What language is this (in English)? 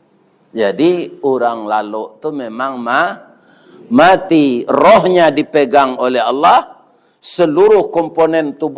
Minangkabau